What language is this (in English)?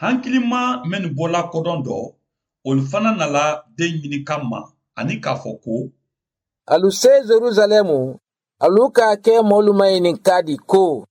Mandingo